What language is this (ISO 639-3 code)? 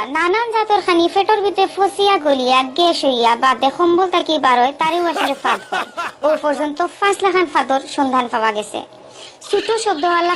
syl